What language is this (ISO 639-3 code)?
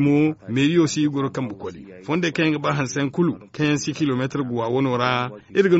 dje